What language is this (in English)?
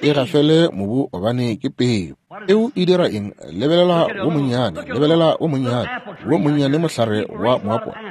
Northern Sotho